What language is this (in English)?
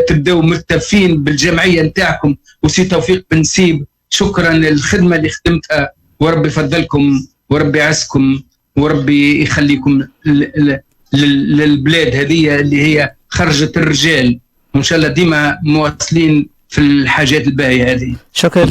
Tunisian Arabic